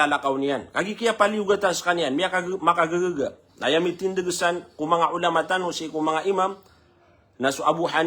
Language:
Maranao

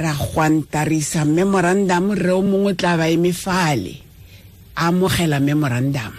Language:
Tswana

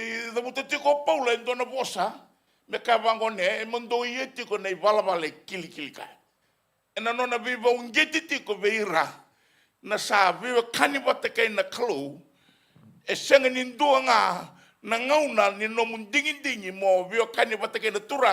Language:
Fijian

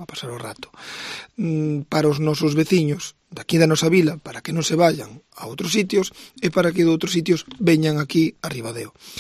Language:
Galician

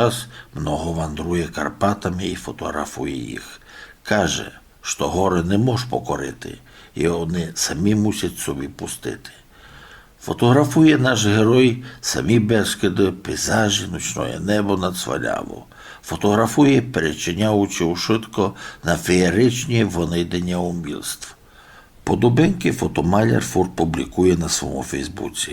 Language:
Rusyn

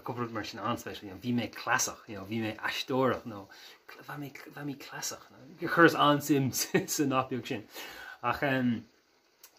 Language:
Irish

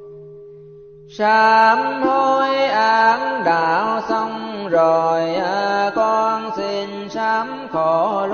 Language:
Vietnamese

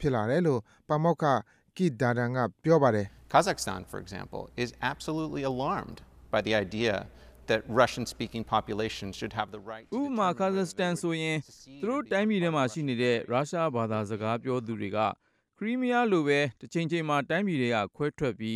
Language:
Burmese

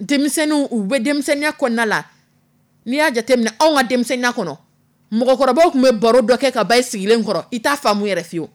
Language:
Dyula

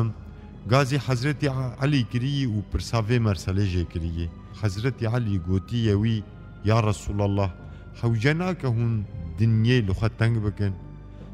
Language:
Kurdish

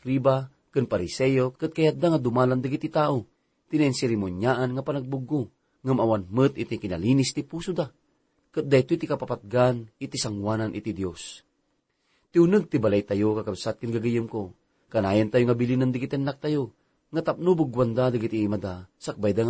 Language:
Iloko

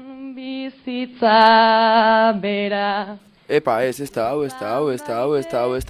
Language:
Basque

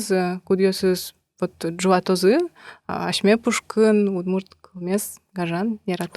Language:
Udmurt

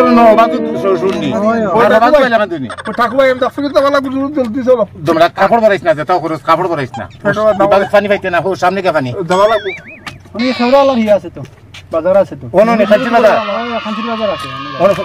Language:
Sylheti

